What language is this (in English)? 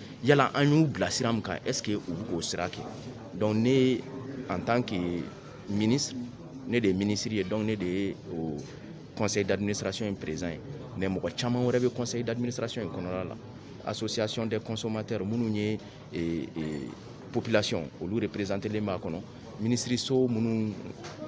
Bambara